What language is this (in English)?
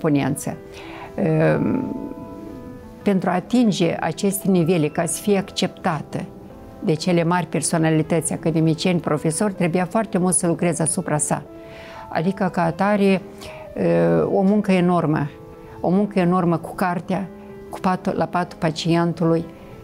Romanian